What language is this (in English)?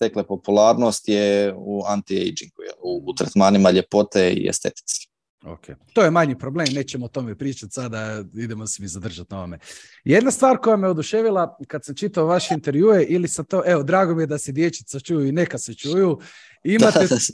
Croatian